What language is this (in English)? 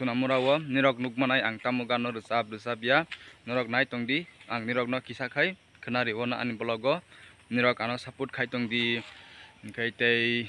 Kok Borok